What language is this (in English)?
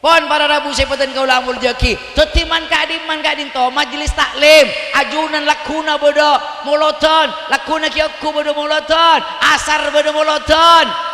Madurese